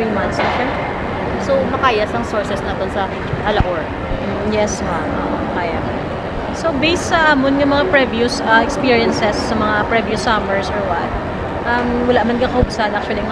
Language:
Hiligaynon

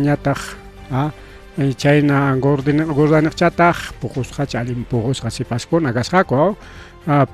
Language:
Ayacucho Quechua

